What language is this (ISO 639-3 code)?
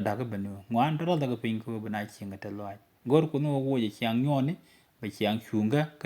nus